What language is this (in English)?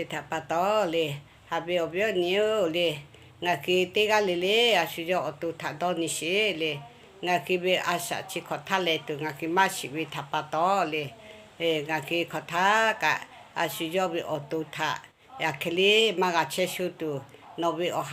Lahu